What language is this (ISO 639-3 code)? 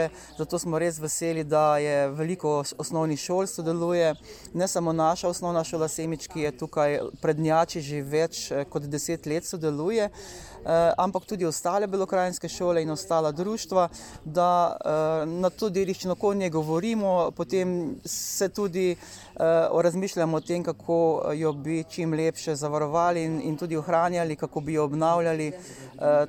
slv